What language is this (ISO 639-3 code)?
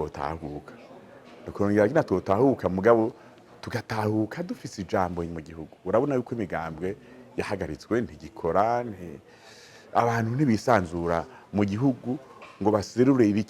run